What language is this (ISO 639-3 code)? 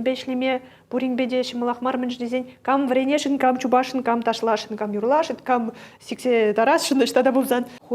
chv